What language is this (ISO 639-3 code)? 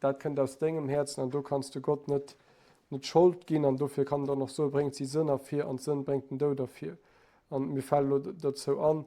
ltz